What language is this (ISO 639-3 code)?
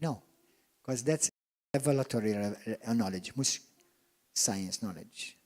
eng